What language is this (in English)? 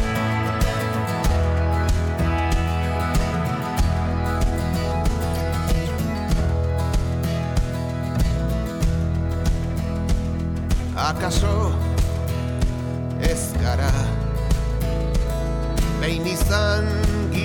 Basque